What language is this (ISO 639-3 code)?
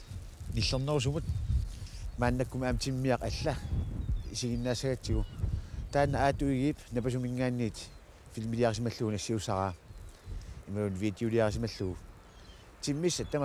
kal